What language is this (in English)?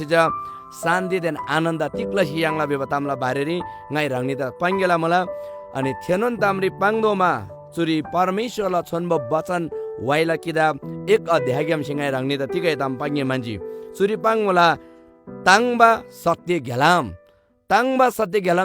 Eastern Tamang